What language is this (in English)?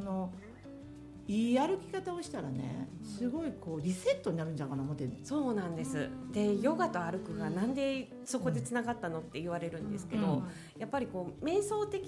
Japanese